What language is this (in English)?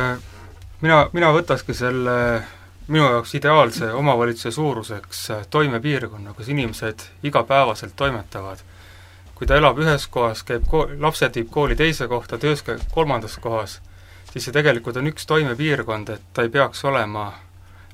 Estonian